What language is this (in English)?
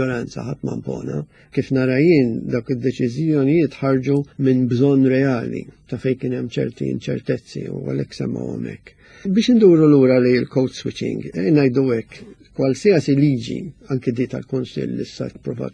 Maltese